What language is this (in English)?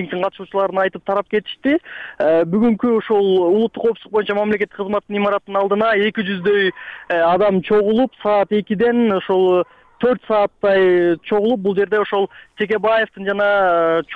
Kyrgyz